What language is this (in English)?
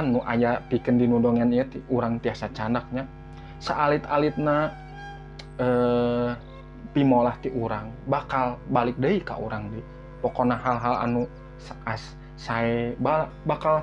Sundanese